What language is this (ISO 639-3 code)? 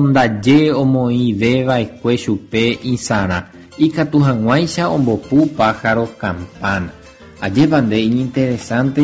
grn